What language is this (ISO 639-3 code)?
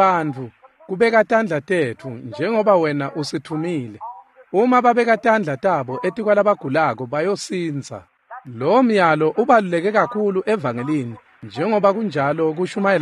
ssw